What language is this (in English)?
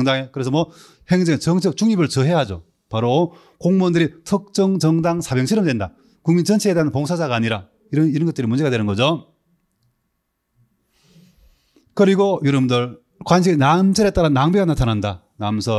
Korean